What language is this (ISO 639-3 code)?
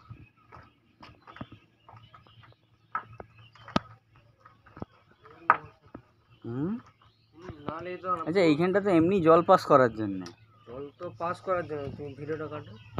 ben